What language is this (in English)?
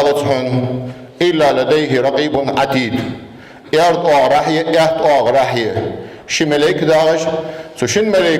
Ingush